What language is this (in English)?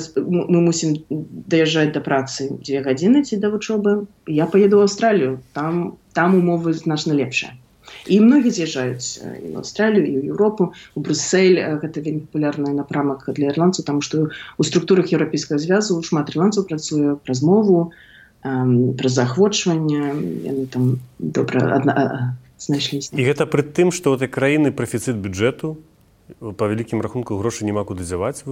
Belarusian